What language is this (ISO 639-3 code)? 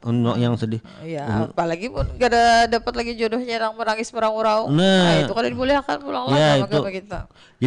bjn